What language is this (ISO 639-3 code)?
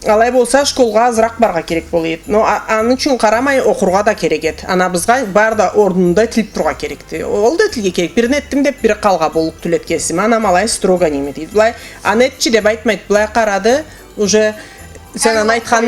krc